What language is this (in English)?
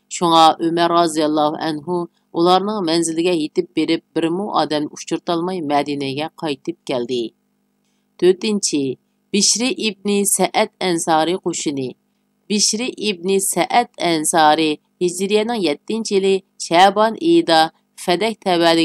Uyghur